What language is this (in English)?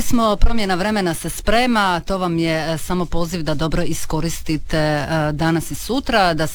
Croatian